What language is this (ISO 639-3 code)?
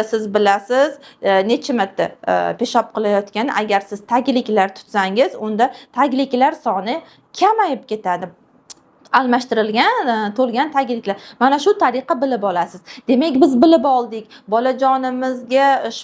uzb